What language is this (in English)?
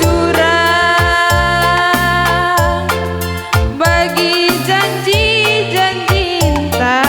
Batak Karo